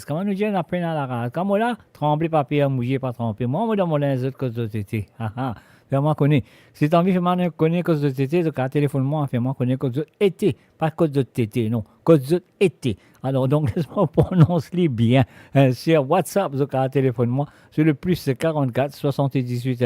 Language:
Morisyen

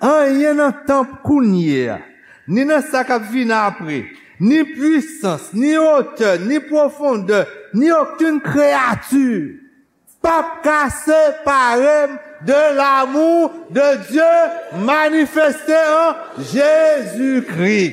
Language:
Haitian Creole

